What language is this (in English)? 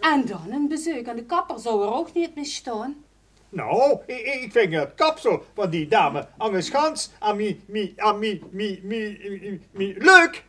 Limburgish